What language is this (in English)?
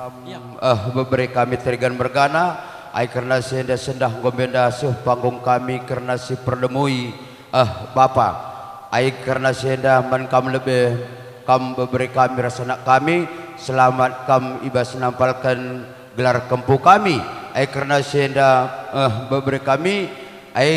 Batak Karo